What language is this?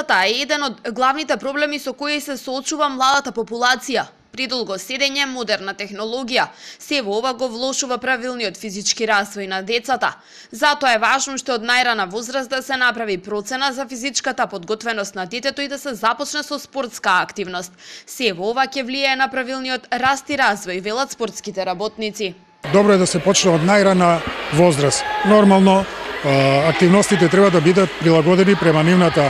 Macedonian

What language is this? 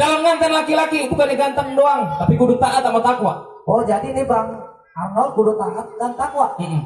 Betawi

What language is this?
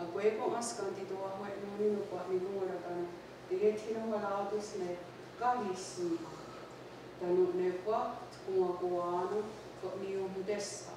Mohawk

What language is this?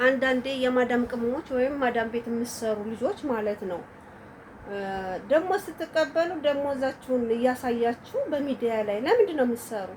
Amharic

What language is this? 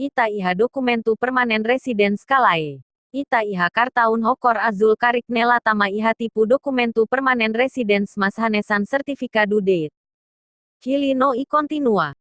Tetum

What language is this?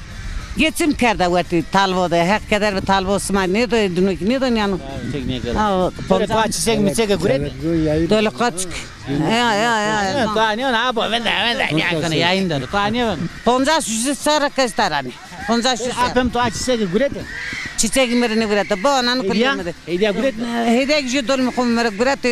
Zaza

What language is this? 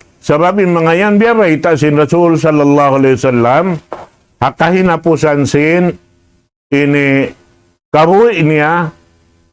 Tausug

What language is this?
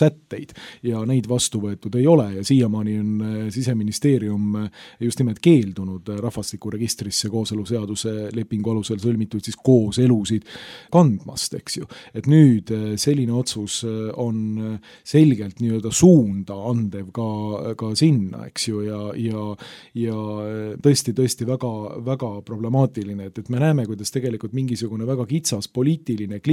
Estonian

